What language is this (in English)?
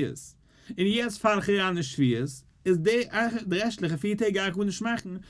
Yiddish